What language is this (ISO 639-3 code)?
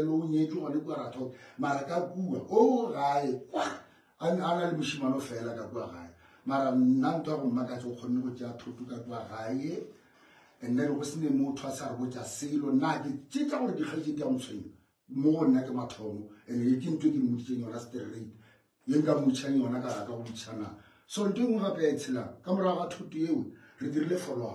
nso